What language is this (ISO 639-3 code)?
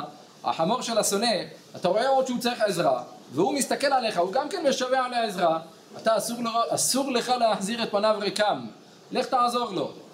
heb